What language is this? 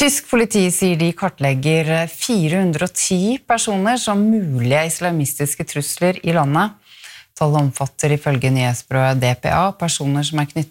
Norwegian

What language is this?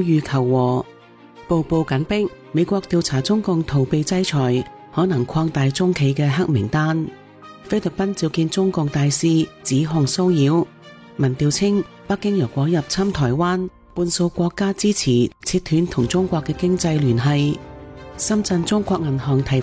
Cantonese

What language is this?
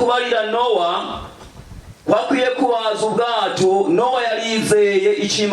Rundi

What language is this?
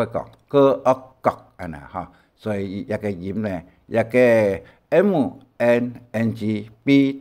Hakka Chinese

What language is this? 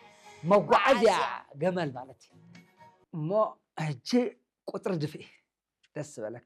Tigrinya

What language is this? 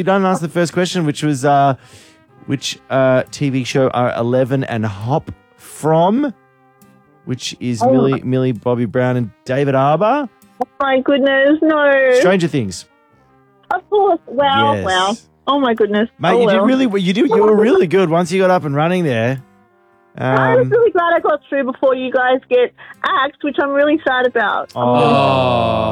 English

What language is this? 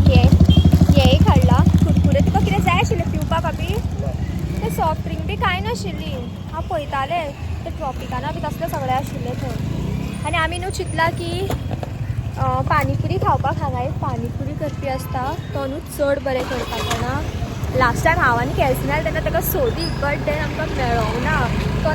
Konkani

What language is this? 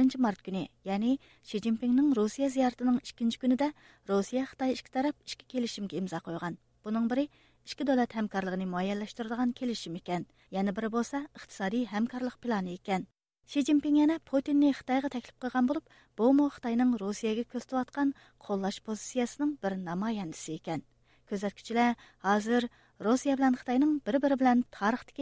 Uyghur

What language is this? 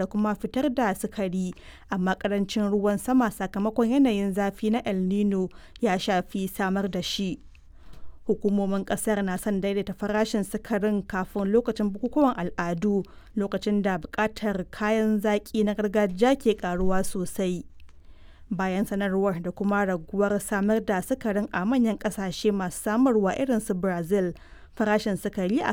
Hausa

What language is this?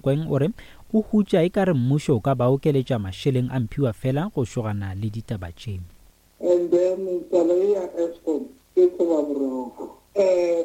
Northern Sotho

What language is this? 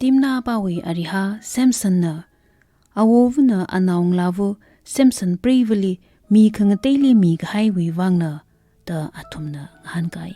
Tangkhul Naga (India)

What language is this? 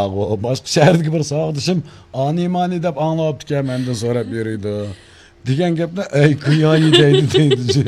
Uyghur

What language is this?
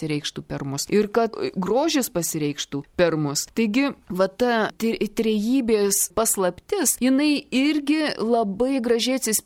Lithuanian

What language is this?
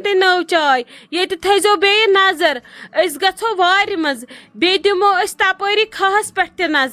Kashmiri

